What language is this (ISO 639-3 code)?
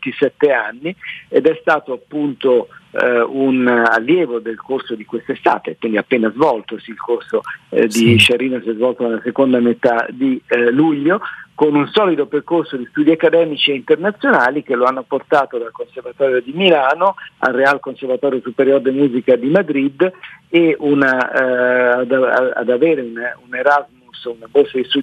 ita